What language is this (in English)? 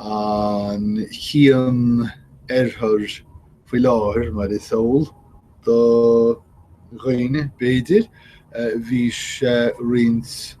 Irish